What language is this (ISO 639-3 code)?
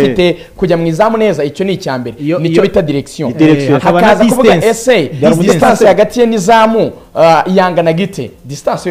kin